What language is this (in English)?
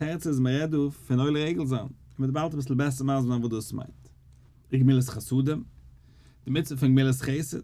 Yiddish